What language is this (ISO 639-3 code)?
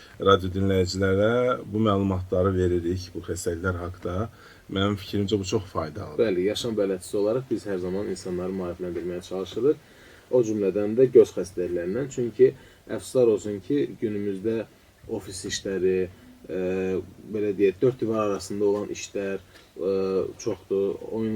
aze